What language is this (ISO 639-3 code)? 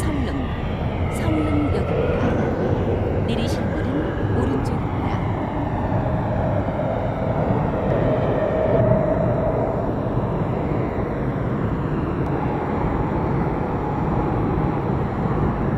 kor